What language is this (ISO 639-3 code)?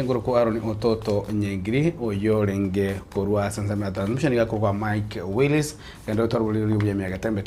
guz